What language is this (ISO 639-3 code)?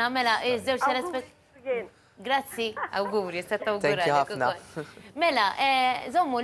mlt